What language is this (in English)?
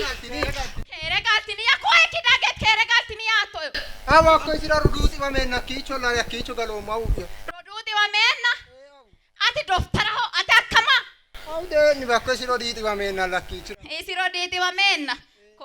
Sidamo